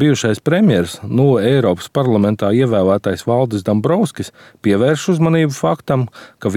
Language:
Latvian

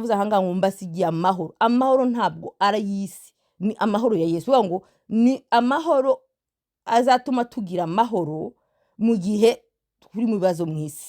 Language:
Kinyarwanda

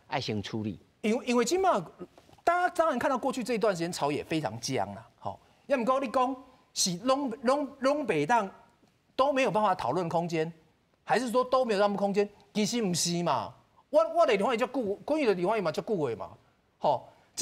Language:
Min Nan Chinese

